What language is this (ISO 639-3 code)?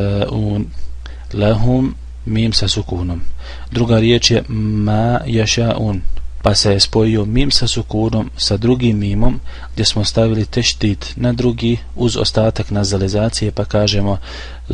bos